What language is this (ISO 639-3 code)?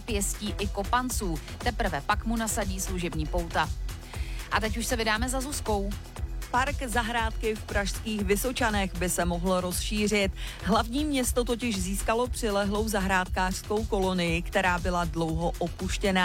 ces